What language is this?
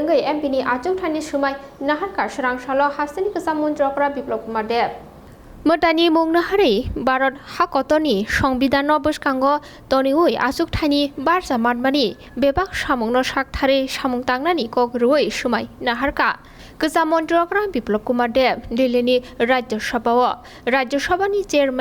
Kok Borok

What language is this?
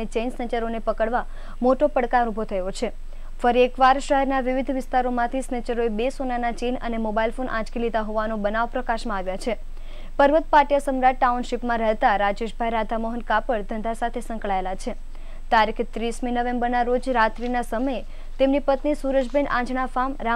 Gujarati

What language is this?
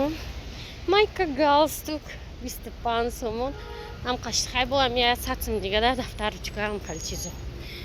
Tajik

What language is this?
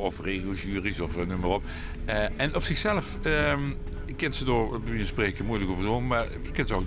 Limburgish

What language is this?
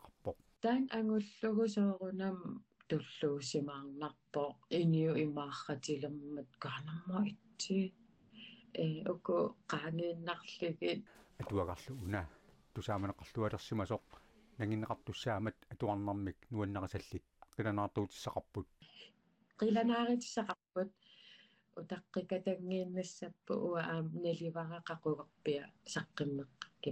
Kalaallisut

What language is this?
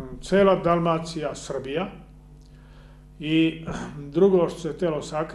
Serbian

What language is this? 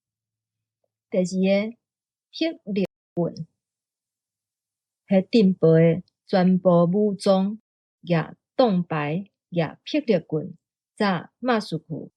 Min Nan Chinese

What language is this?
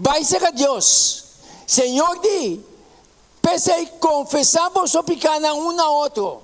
Papiamento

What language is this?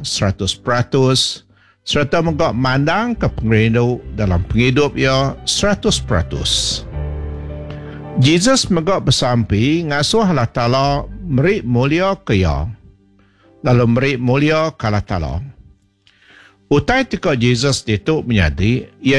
Iban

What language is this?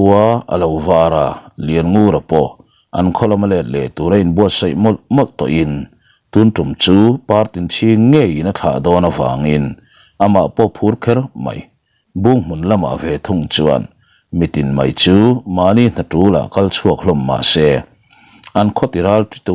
Mizo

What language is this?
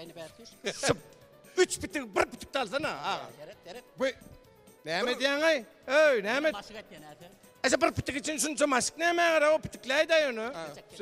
Turkmen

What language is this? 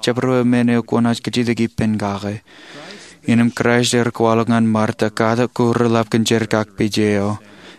Marshallese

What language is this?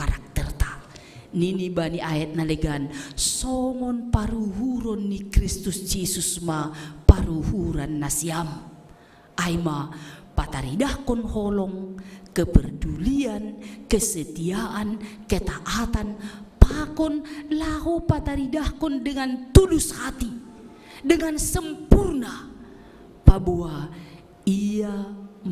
Batak Simalungun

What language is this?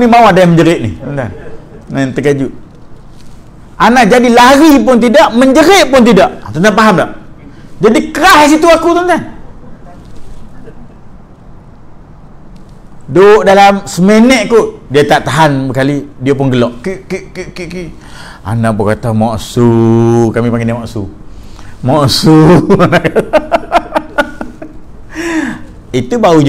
Malay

